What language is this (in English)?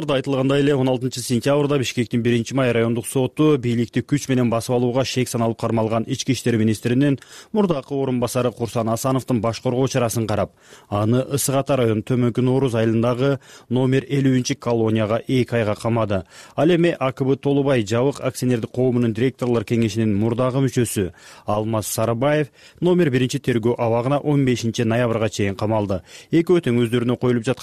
Kyrgyz